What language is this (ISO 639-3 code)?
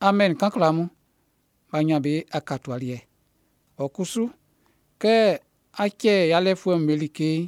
bci